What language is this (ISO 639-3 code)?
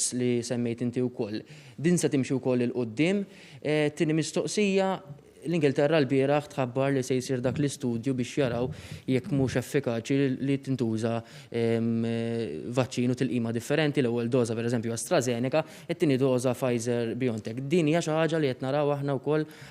mlt